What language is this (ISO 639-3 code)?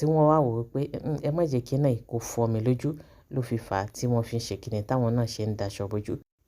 yor